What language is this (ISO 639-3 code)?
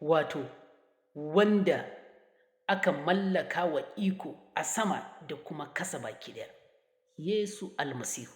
hau